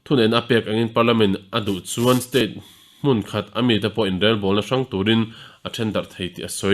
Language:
Mizo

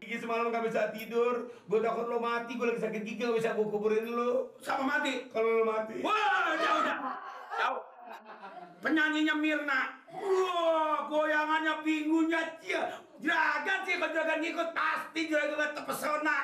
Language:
Betawi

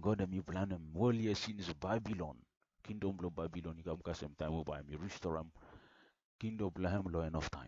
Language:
Bislama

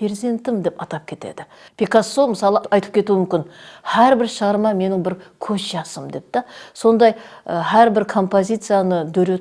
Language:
Kara-Kalpak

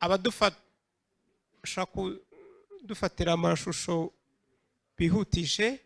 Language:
Kinyarwanda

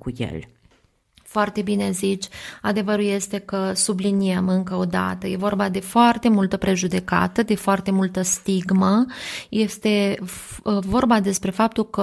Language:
Romanian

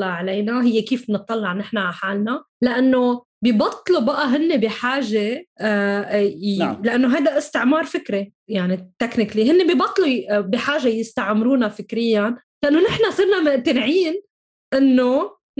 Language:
North Levantine Arabic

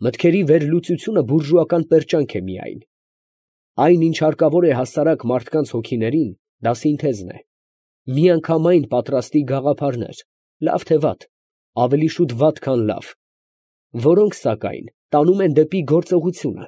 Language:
Armenian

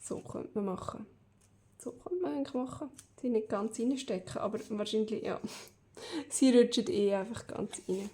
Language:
Swiss German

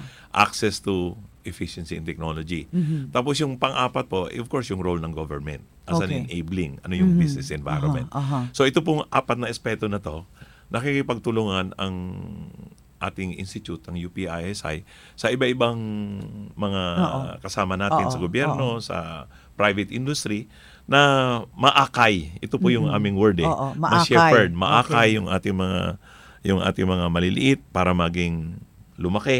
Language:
Filipino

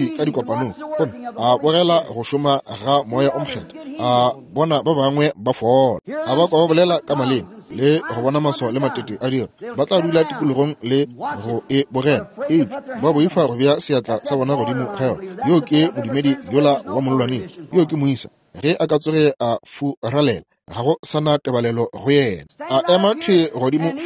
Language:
Northern Sotho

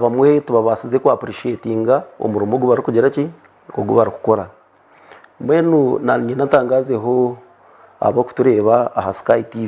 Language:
Nyankole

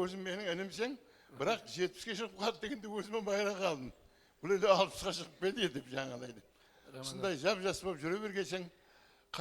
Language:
Kara-Kalpak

